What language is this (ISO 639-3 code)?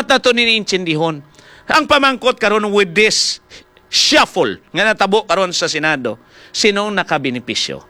hil